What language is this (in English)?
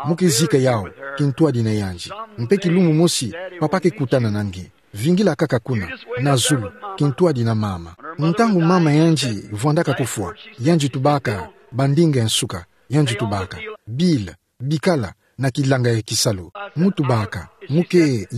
Kituba (Democratic Republic of Congo)